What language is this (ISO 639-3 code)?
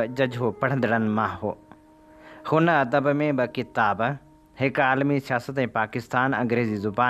snd